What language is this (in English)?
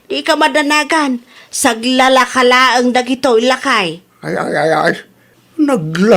Iloko